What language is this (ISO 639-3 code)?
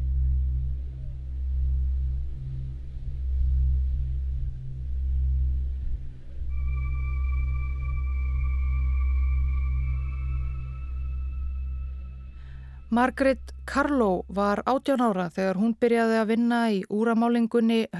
isl